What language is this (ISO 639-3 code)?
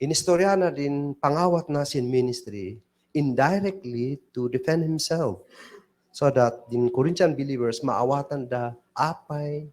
kne